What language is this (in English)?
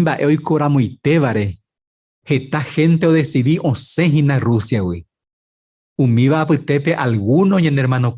Guarani